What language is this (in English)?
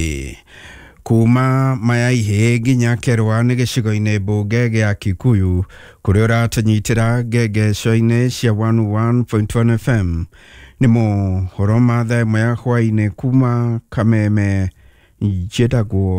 Kikuyu